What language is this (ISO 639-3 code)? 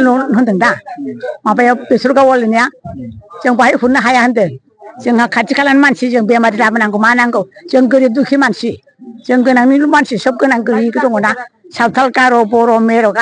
brx